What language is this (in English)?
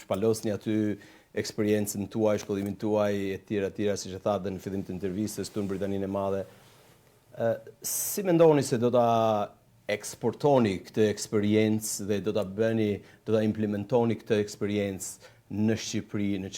Albanian